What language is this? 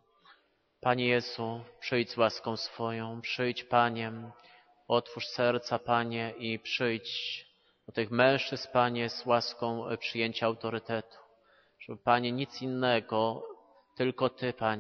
Polish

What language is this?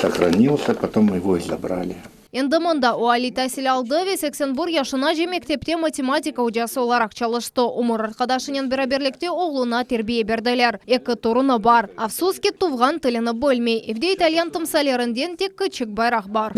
Crimean Tatar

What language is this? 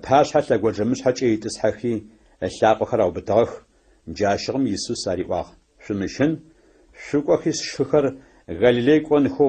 Adyghe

